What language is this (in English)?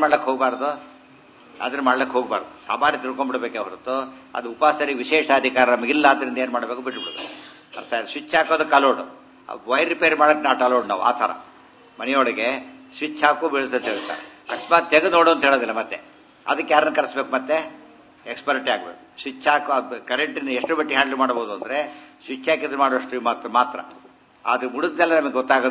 Kannada